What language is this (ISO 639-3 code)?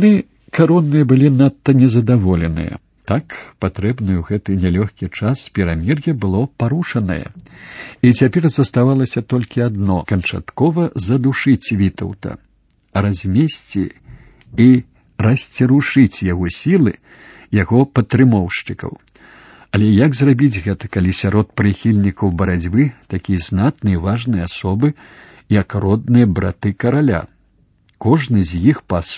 bel